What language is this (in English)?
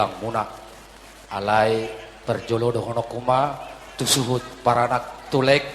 Batak Toba